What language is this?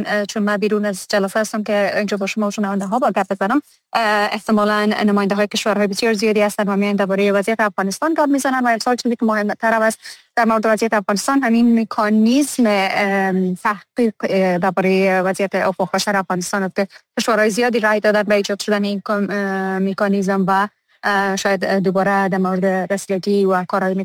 Persian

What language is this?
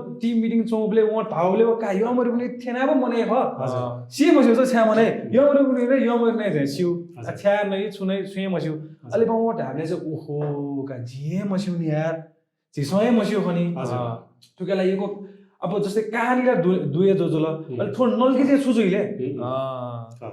Newari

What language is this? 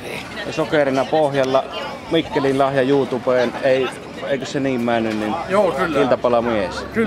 Finnish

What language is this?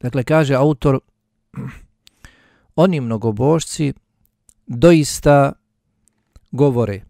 Bosnian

